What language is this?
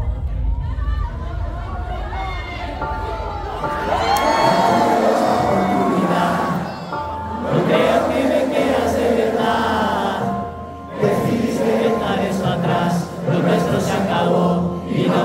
Spanish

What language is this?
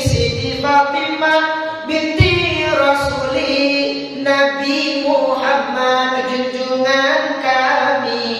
Minangkabau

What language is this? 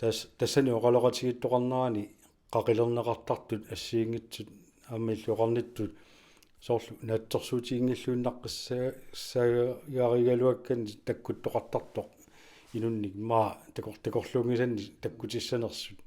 Kalaallisut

